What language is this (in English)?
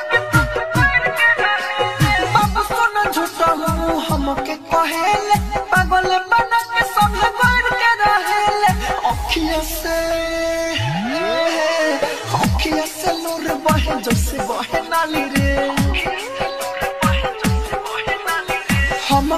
Bhojpuri